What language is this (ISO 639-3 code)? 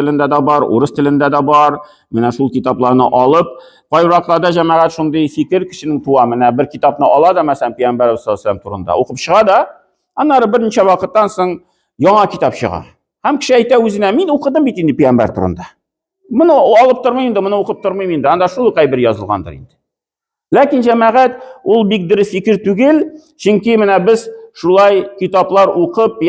tat